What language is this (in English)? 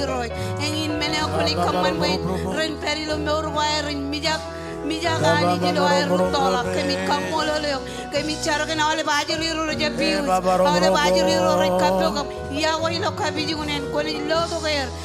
Marshallese